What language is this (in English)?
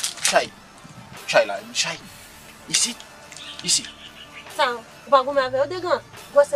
Haitian Creole